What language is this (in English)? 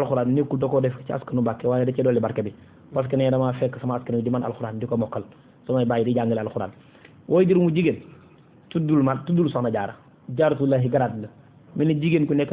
Wolof